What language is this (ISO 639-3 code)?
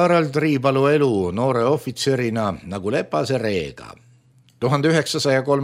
est